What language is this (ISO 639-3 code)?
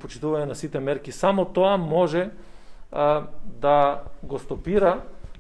mkd